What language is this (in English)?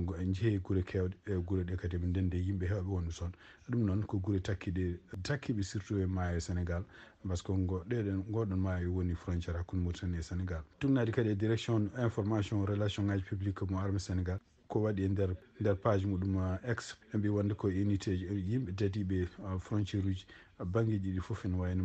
Fula